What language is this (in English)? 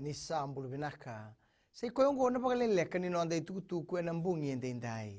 Fijian